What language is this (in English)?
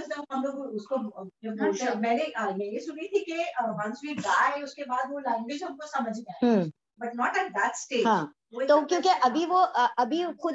Urdu